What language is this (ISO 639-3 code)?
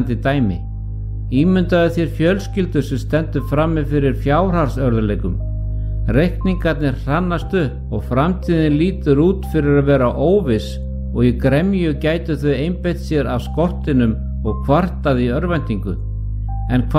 isl